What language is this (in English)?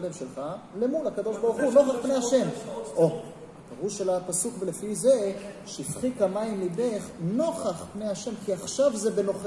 Hebrew